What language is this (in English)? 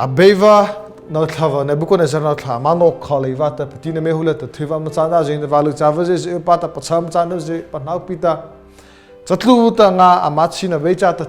Mara Chin